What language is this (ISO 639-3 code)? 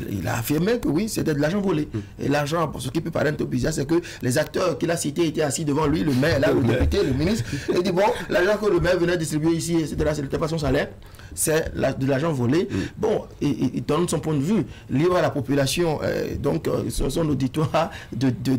fra